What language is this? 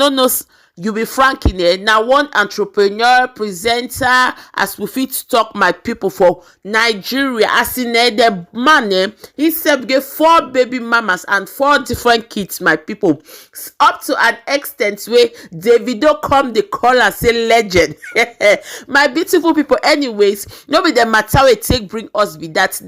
Nigerian Pidgin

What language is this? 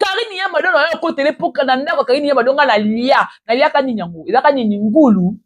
Lingala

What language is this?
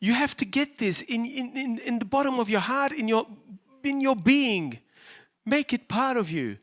English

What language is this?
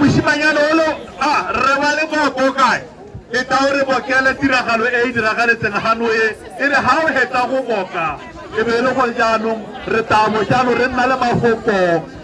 Tswana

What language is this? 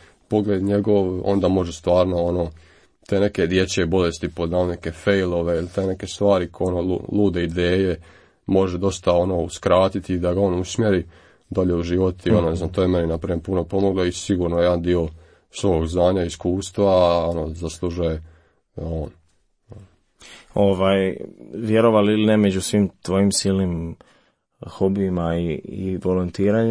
Croatian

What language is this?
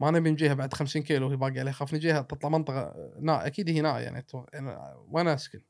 Gulf Arabic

